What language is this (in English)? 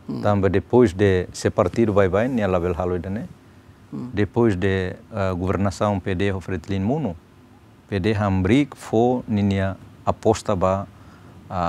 Tetum